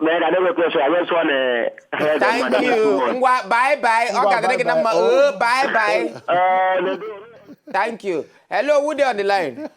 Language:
Nigerian Pidgin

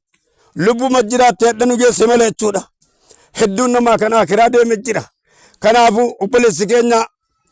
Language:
Oromo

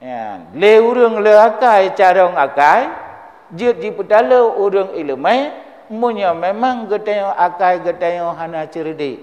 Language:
Achinese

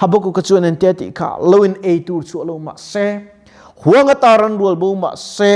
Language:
Mizo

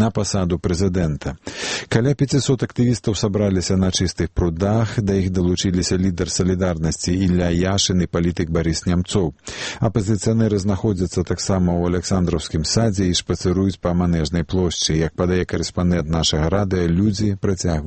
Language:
Belarusian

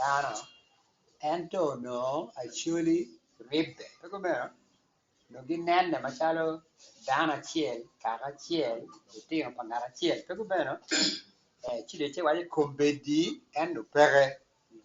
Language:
Acoli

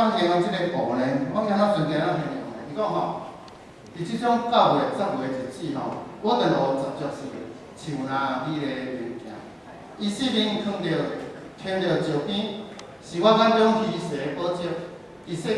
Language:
Min Nan Chinese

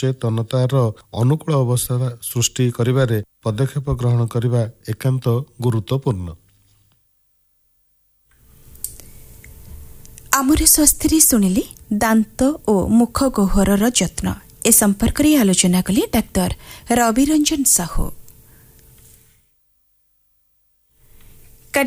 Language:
Odia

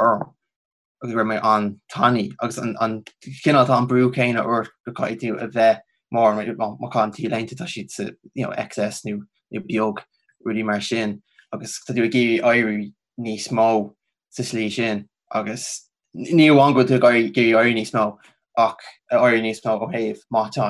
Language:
Irish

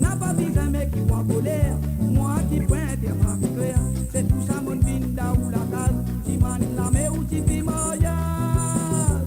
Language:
Morisyen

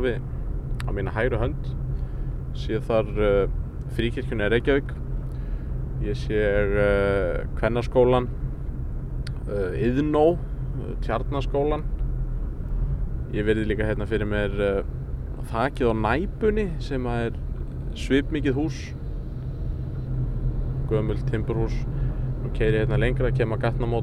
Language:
Icelandic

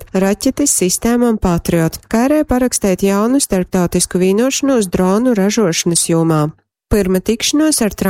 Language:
Latgalian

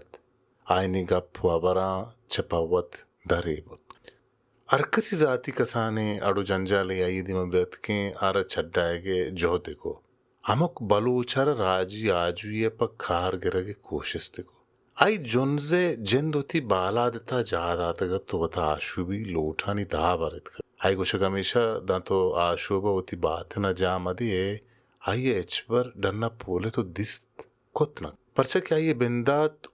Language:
Baluchi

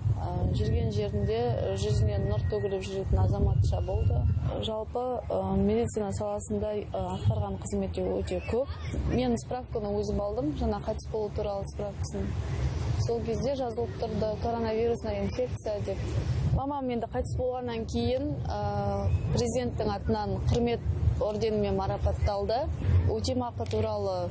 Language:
Kazakh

